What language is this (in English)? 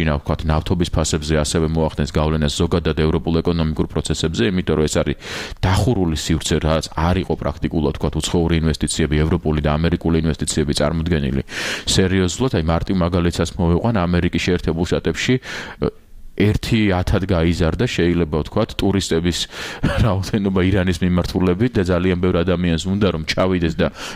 Georgian